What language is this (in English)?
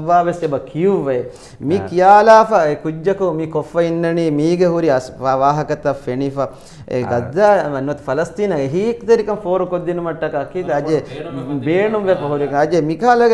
Divehi